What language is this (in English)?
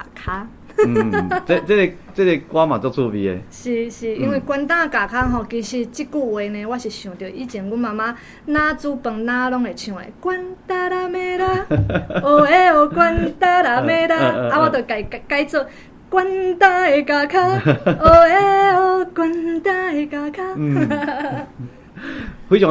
Min Nan Chinese